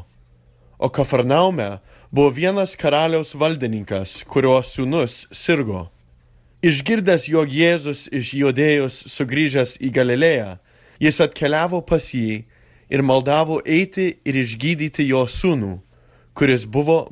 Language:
Lithuanian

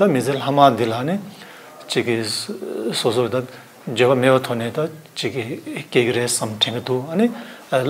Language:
Tibetan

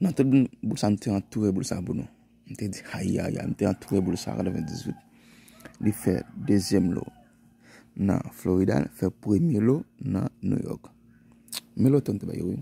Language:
Haitian Creole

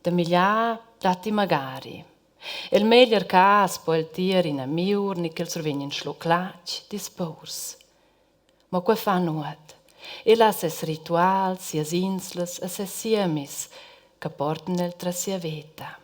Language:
Romansh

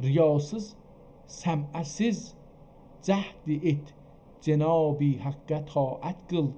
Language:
South Azerbaijani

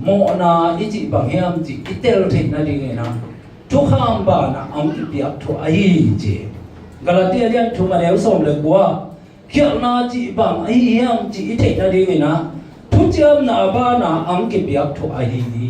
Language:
Tedim Chin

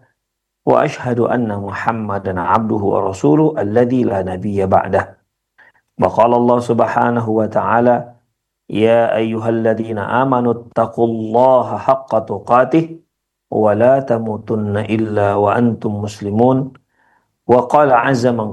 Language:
Indonesian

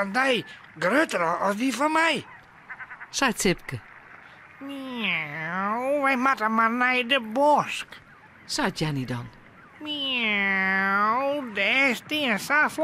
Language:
Western Frisian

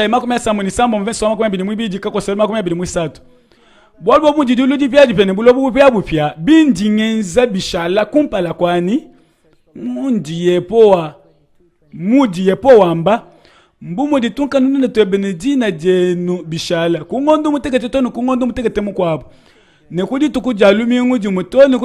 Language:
Luba-Lulua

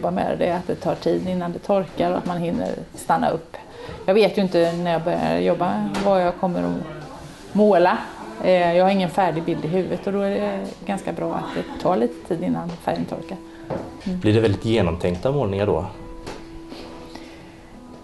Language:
Swedish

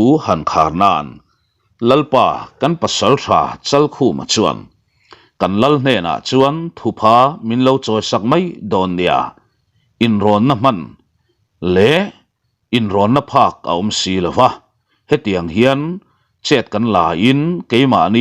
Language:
Mizo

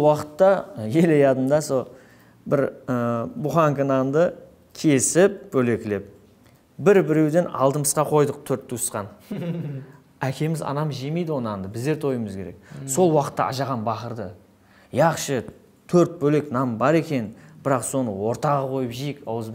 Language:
Kara-Kalpak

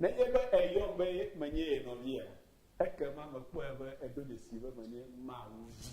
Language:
Ewe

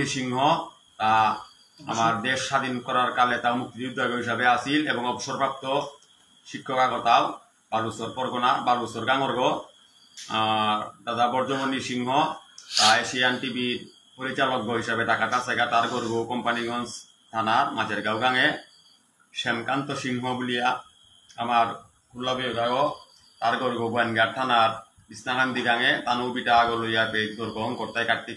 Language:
Bishnupriya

